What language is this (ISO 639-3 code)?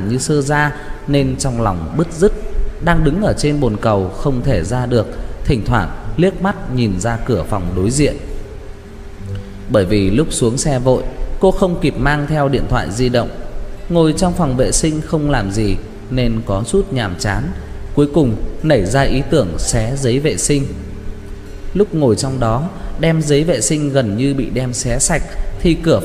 vie